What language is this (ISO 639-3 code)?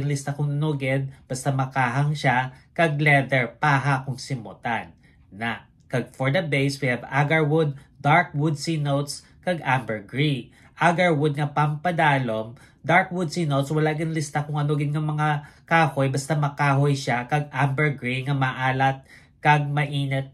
hil